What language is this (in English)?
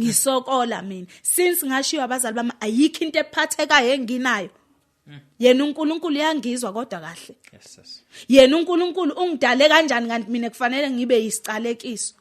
Zulu